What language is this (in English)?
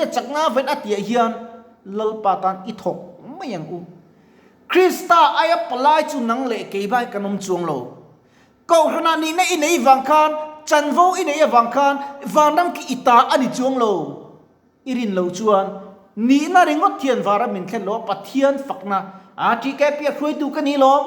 Mizo